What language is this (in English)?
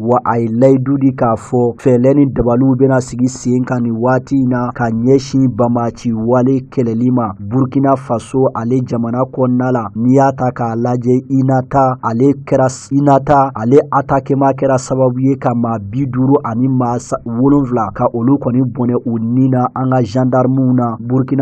Bambara